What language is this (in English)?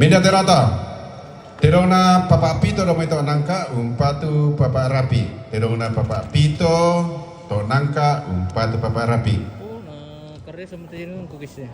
Toraja-Sa'dan